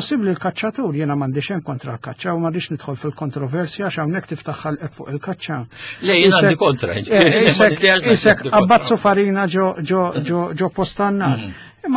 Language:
Maltese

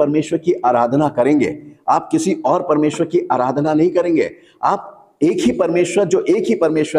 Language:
Hindi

